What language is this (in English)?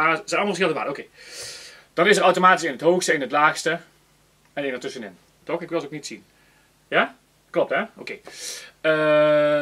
Dutch